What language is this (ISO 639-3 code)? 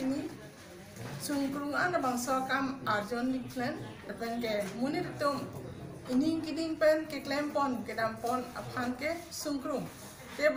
mjw